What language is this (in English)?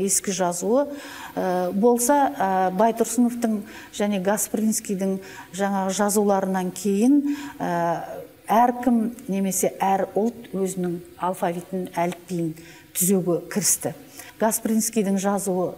Kazakh